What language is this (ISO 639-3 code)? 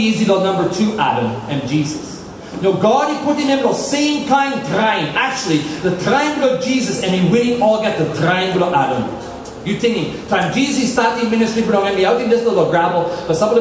tpi